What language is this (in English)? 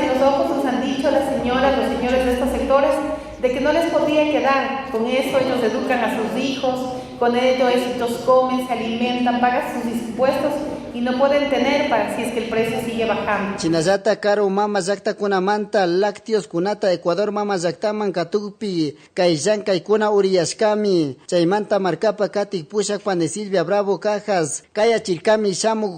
Chimborazo Highland Quichua